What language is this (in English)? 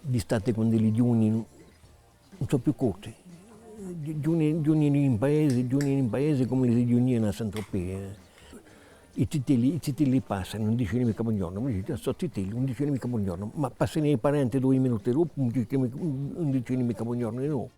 Corsican